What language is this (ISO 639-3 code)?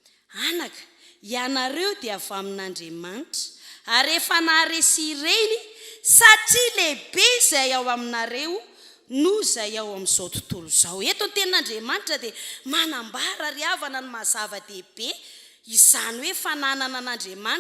mlg